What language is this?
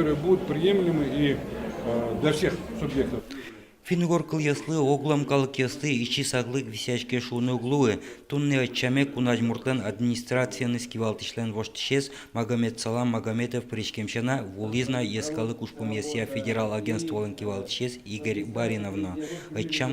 Udmurt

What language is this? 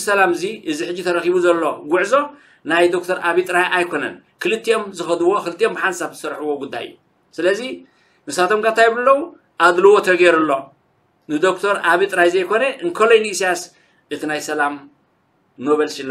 Tigrinya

